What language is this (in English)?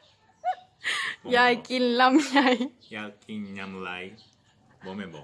Lao